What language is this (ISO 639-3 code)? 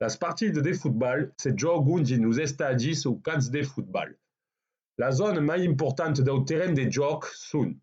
oci